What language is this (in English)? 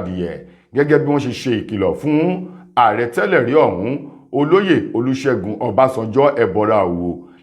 Yoruba